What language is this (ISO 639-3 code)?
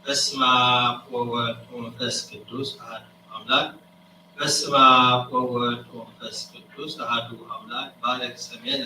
gez